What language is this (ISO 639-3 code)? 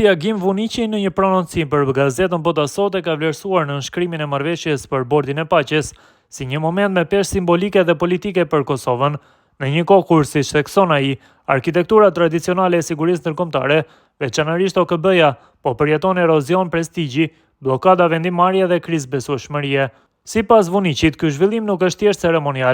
sqi